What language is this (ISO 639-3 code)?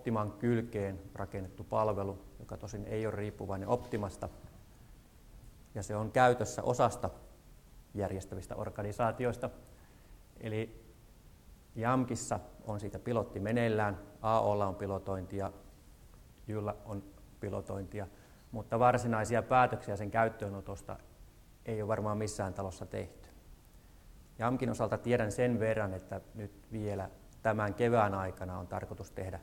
fin